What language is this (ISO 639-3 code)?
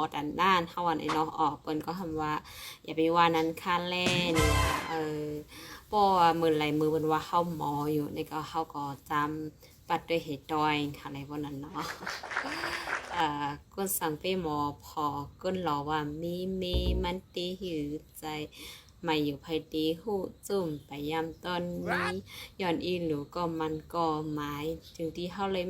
shn